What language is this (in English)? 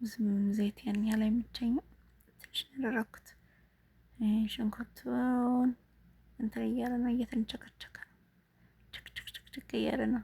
Amharic